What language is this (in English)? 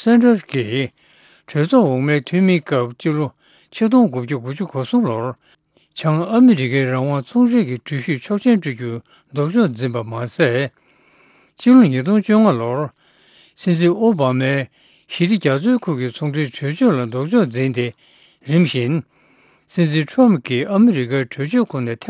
Tibetan